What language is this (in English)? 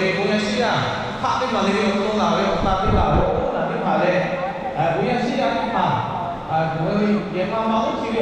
Lahu